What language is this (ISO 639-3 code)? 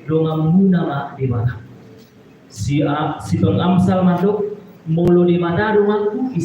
bbc